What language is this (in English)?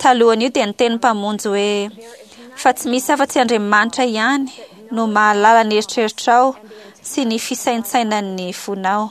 Malagasy